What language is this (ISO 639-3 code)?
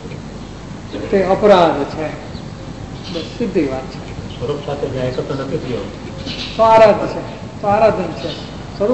guj